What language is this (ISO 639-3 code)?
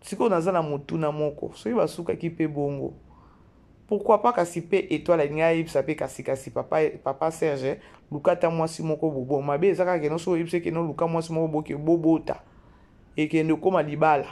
lin